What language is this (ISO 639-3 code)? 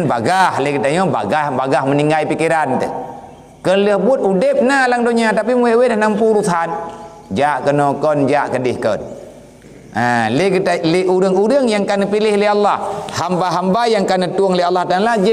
ace